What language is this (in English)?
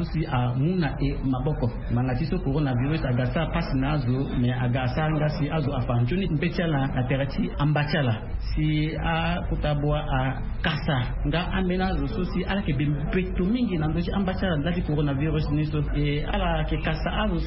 Sango